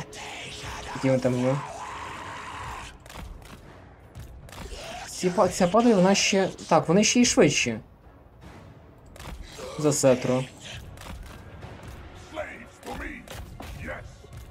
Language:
Ukrainian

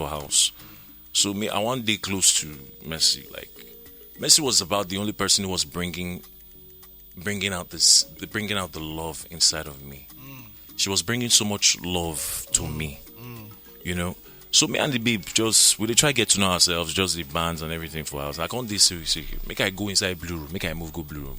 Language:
Nigerian Pidgin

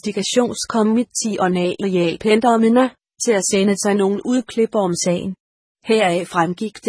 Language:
Danish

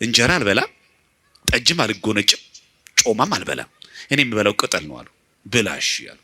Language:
Amharic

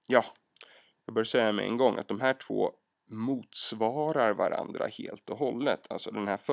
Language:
Swedish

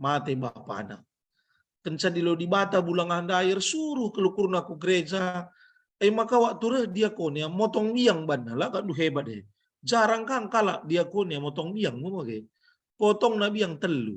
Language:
Batak Karo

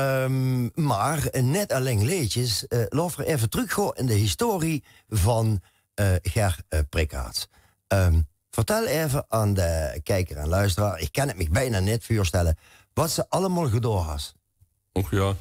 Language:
Limburgish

